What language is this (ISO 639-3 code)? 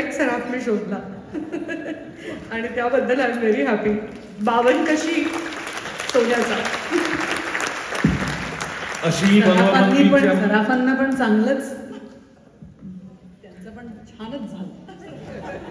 mar